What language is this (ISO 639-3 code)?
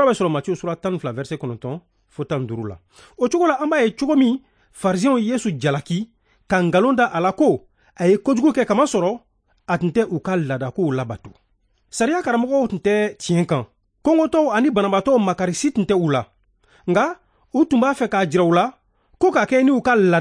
bam